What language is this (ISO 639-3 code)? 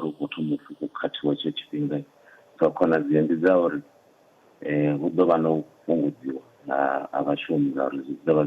ven